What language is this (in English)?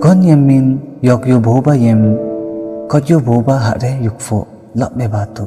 Limbu